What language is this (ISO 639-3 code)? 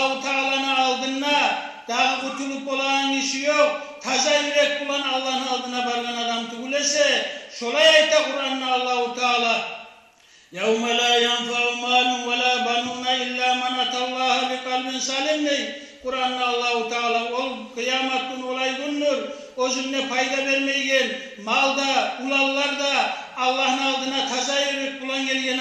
kum